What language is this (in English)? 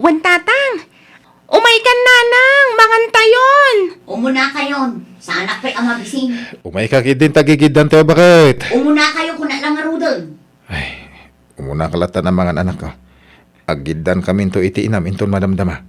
Iloko